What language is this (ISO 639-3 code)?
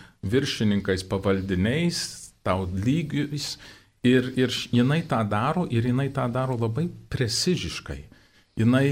lit